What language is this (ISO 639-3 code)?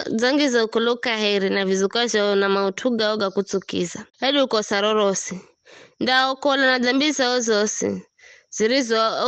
nyf